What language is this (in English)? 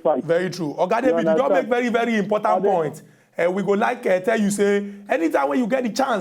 Nigerian Pidgin